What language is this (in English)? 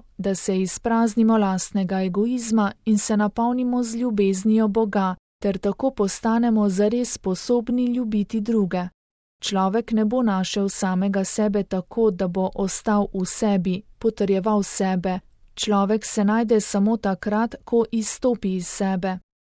Slovenian